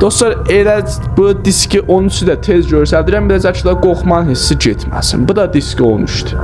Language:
South Azerbaijani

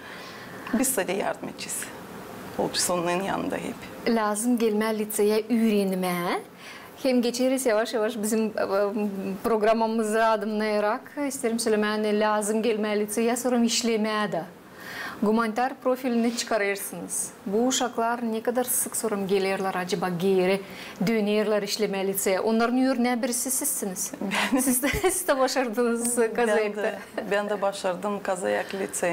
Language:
Gagauz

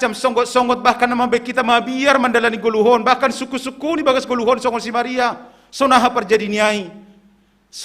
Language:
Batak Simalungun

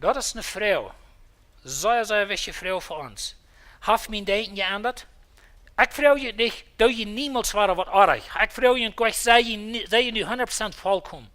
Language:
Plautdietsch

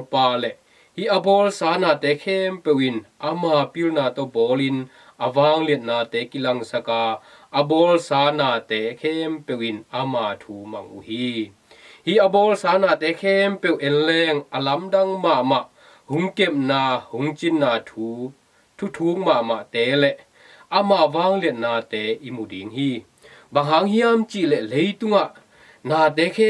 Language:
Tedim Chin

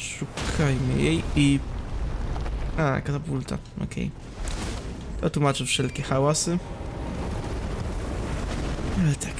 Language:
Polish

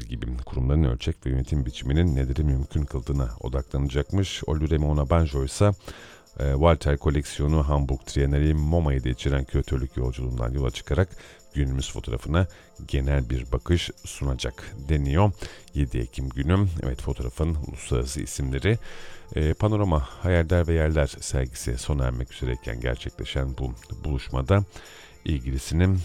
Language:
Turkish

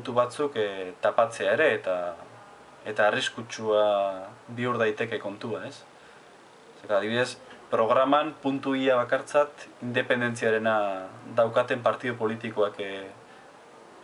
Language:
Basque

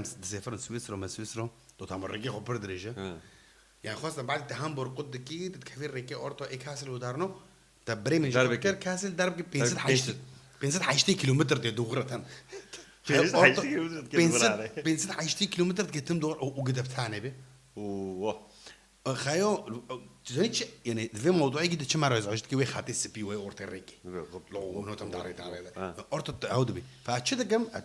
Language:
Kurdish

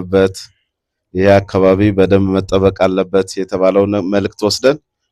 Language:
Amharic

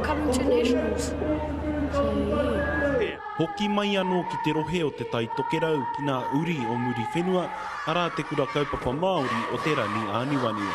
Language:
Māori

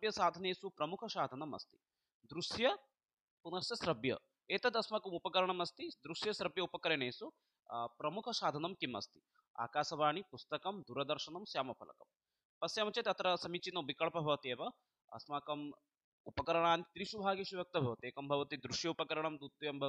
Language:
Sanskrit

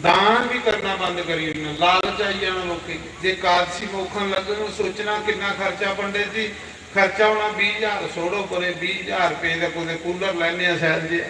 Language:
Dogri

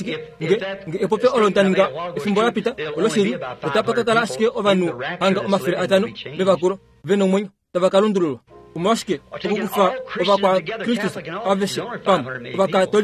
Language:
Kuanyama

